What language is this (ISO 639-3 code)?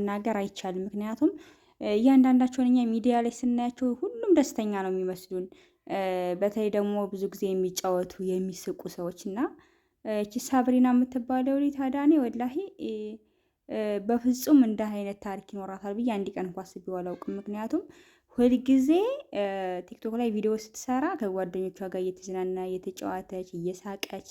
amh